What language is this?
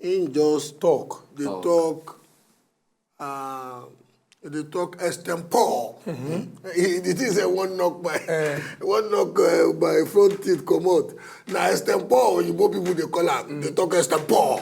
Nigerian Pidgin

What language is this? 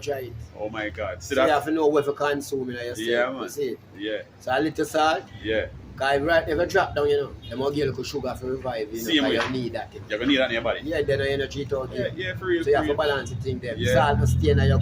Jamaican Creole English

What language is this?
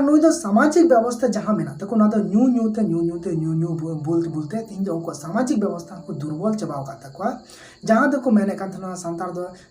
Santali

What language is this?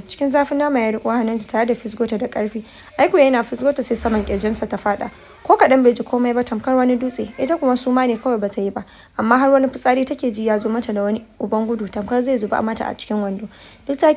Hausa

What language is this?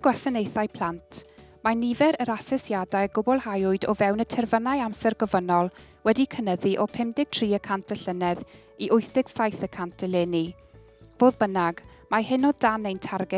Welsh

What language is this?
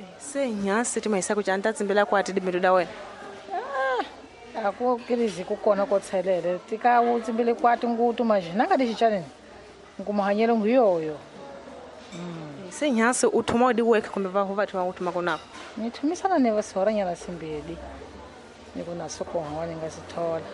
Tsonga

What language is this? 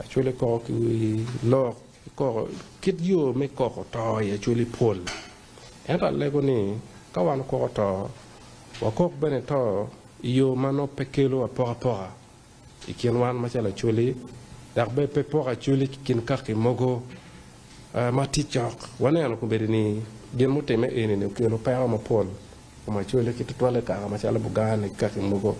Acoli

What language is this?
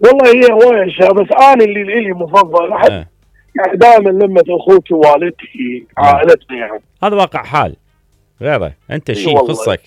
Mesopotamian Arabic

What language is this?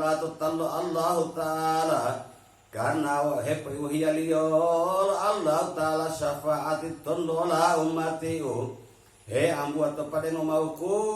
Gorontalo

